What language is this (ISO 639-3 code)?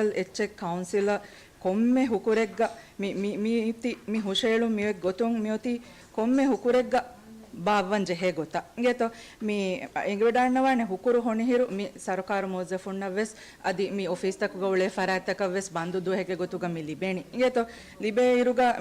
div